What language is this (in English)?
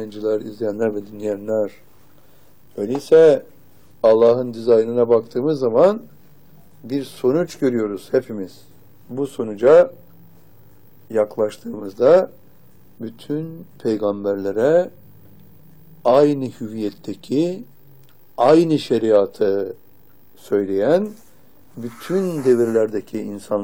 Turkish